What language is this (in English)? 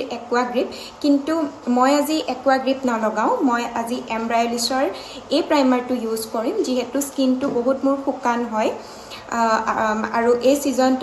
Assamese